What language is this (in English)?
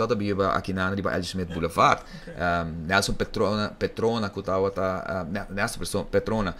Papiamento